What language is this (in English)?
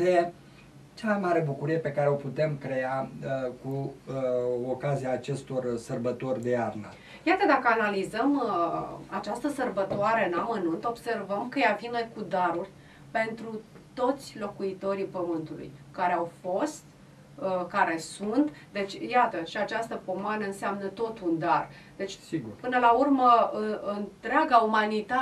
Romanian